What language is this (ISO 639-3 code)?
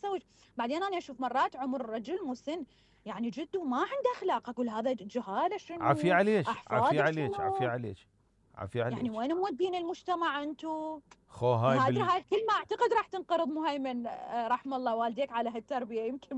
acm